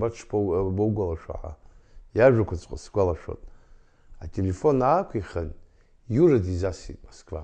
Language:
Abkhazian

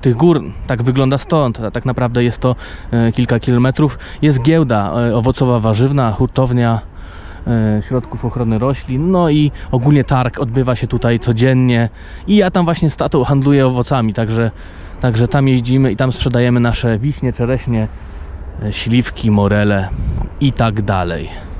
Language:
Polish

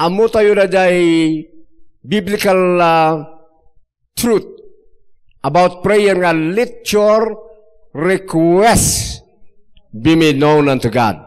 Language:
Iloko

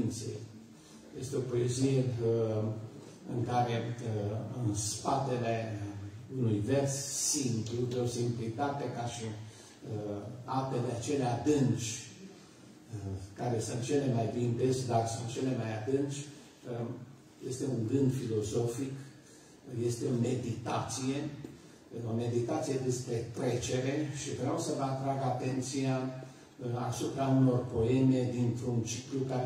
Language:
Romanian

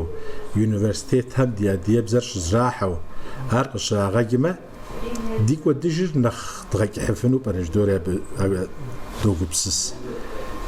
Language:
Kabardian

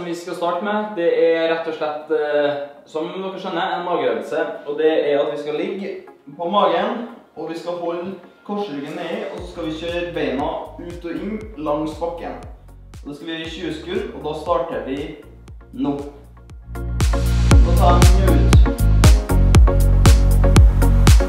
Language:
Norwegian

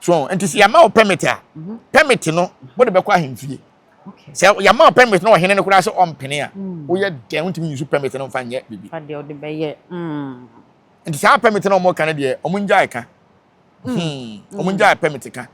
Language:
Akan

